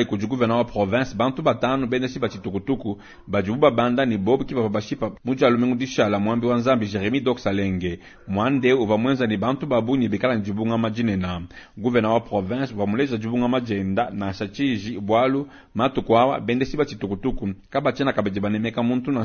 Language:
Luba-Lulua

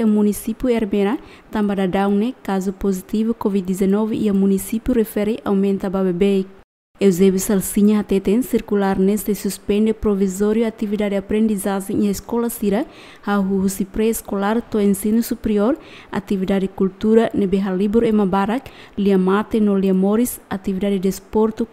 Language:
Tetum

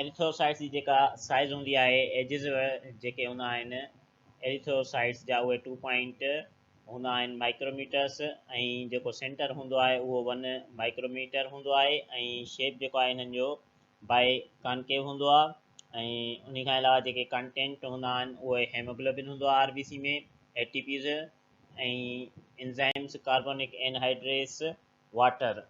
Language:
Sindhi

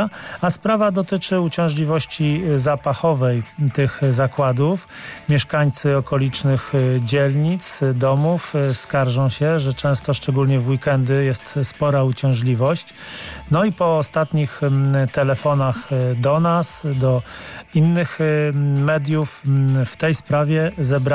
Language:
Polish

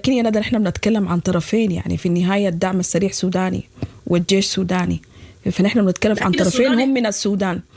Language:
Sudanese Arabic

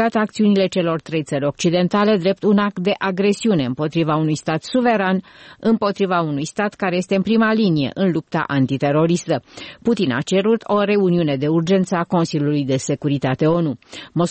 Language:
Romanian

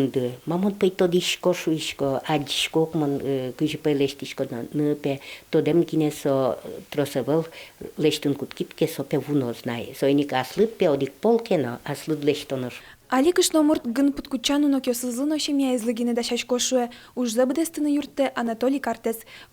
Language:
Udmurt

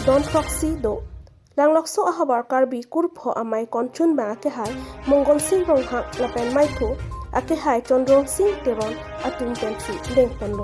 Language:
Karbi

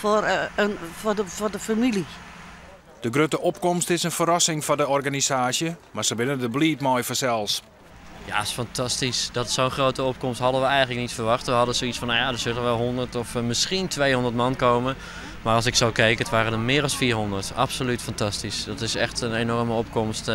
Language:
Western Frisian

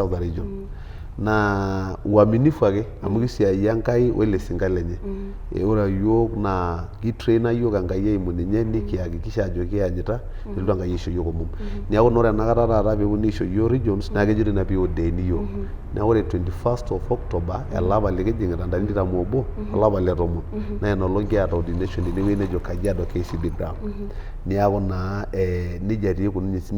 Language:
Masai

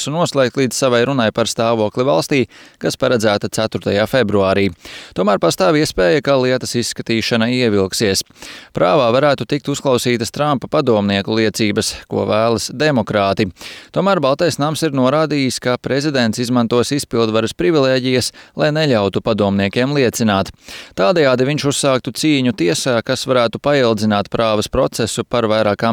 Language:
Latvian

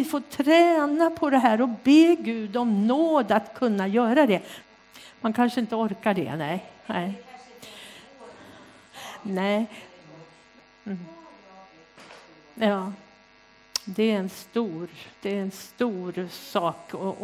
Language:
Swedish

